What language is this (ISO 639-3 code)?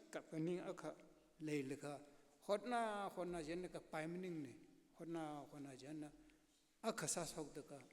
nmf